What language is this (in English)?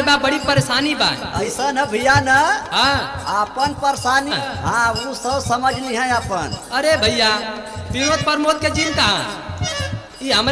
Bhojpuri